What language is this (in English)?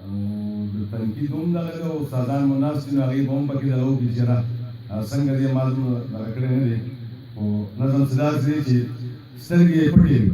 Pashto